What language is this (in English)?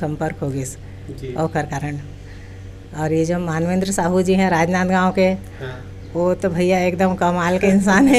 Chhattisgarhi